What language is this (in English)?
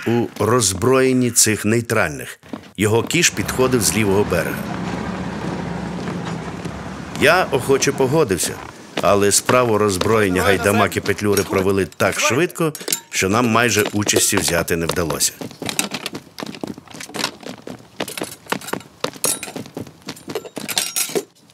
Ukrainian